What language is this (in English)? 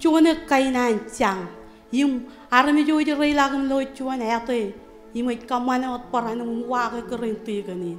Marshallese